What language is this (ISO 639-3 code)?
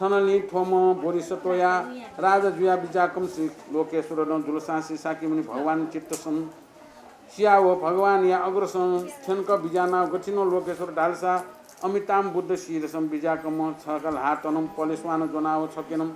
new